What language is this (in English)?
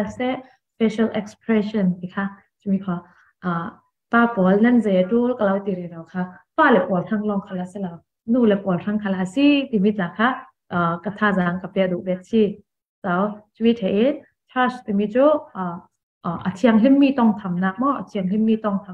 Falam Chin